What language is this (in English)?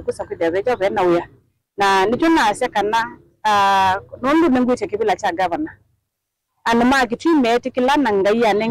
Kamba